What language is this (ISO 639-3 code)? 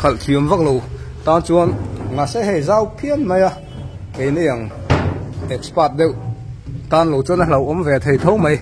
lus